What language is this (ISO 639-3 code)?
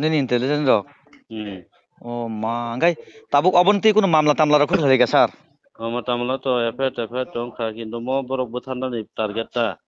trp